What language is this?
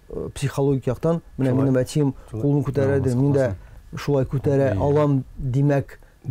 Tatar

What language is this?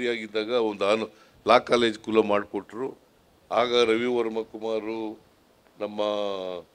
Kannada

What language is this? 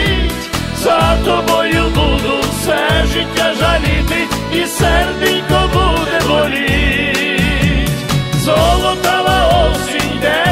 Ukrainian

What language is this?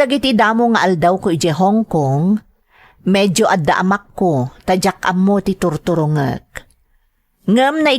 Iloko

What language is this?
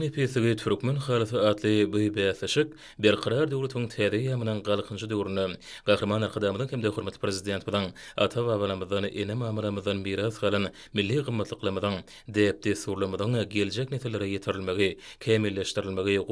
Turkmen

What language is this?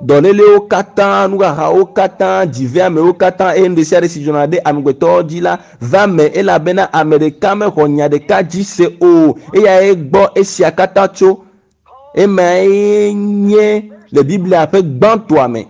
Ewe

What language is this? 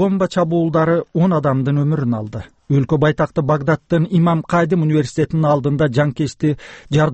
Kyrgyz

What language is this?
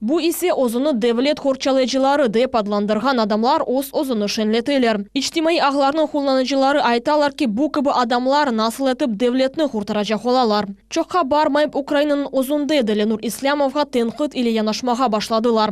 Crimean Tatar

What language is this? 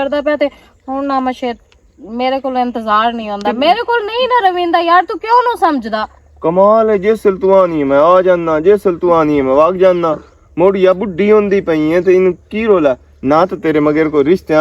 Western Panjabi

